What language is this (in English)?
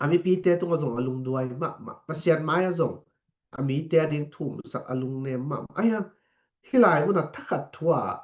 Tedim Chin